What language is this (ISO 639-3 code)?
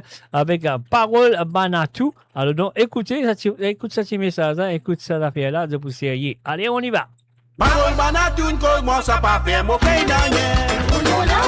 mfe